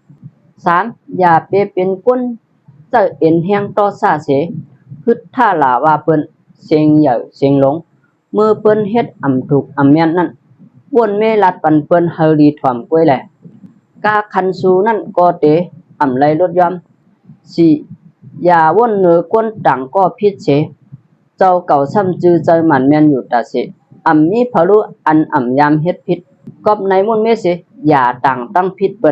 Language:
Shan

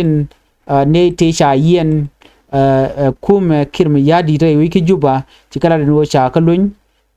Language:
Nuer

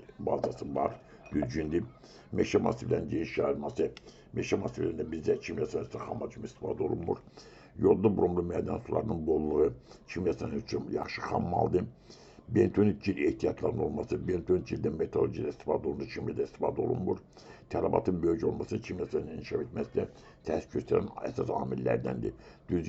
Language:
Azerbaijani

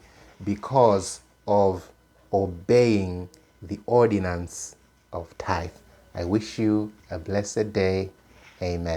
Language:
English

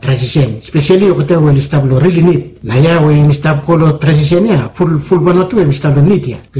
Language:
Bislama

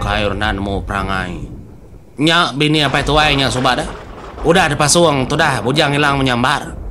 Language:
Iban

